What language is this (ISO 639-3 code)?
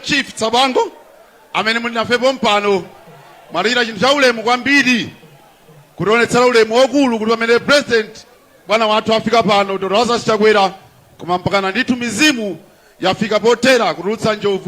nya